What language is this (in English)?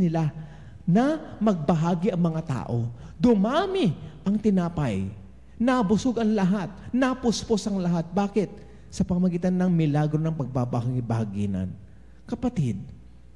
Filipino